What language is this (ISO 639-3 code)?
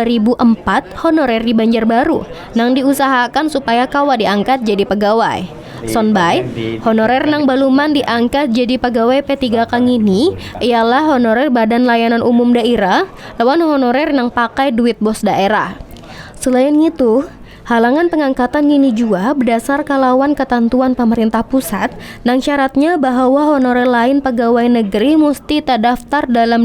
bjn